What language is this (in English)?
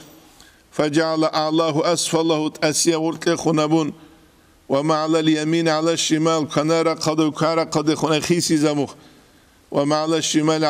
Avaric